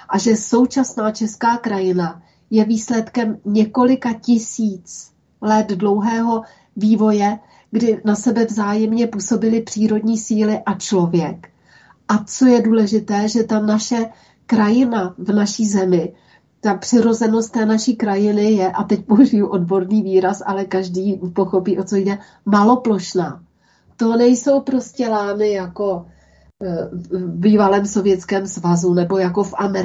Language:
Czech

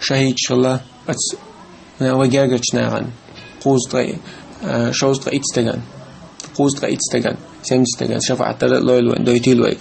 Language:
Chechen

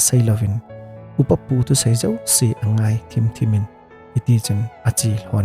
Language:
Thado Chin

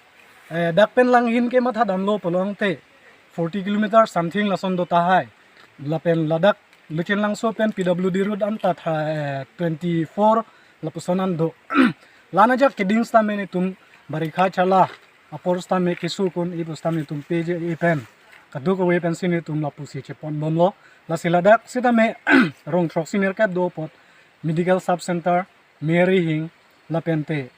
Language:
Karbi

